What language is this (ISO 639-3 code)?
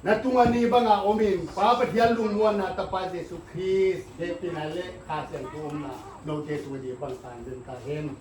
pck